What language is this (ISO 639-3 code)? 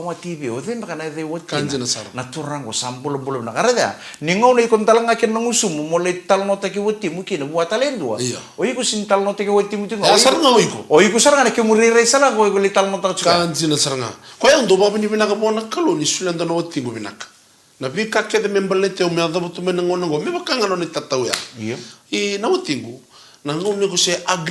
fij